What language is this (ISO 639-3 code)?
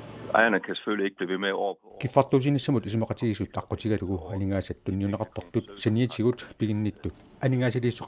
kal